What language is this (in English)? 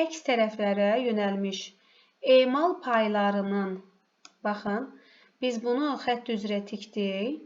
Azerbaijani